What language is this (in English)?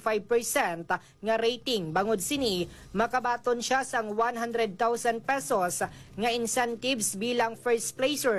Hiligaynon